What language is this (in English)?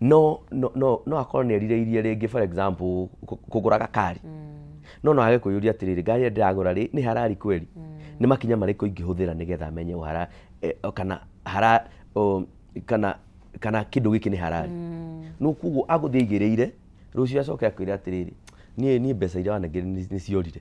Kikuyu